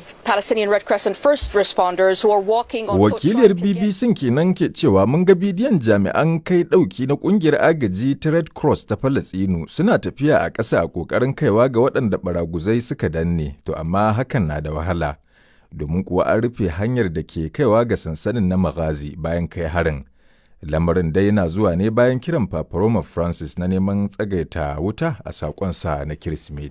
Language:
Hausa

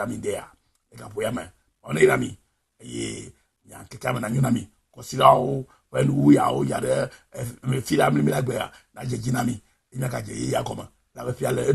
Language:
Ewe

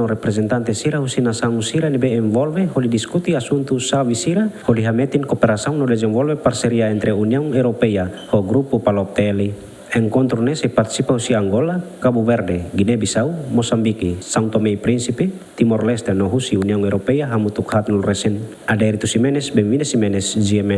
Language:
Tetum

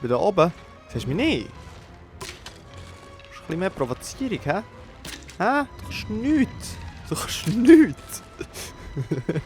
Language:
Swiss German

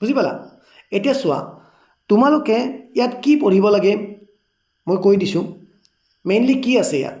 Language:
Assamese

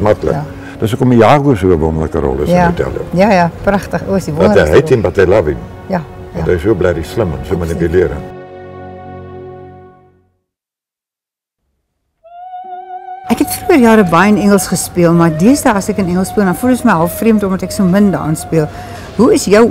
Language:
Afrikaans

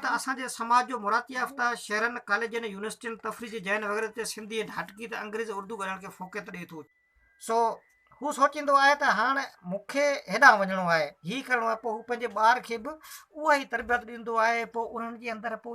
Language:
Sindhi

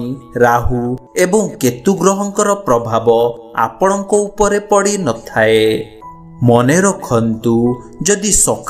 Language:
Odia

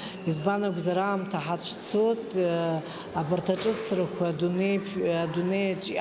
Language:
Abkhazian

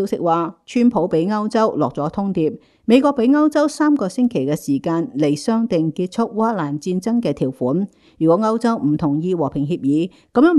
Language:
Cantonese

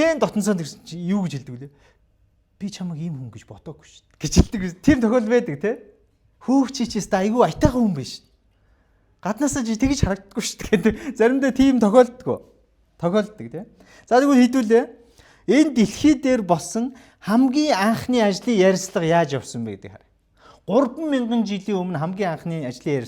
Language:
Mongolian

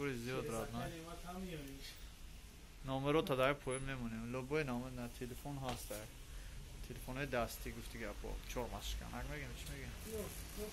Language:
Tajik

